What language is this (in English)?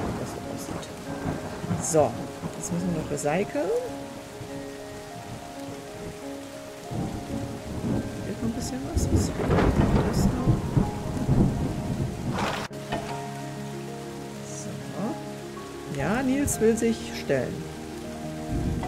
German